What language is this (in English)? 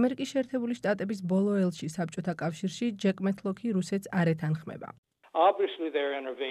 Georgian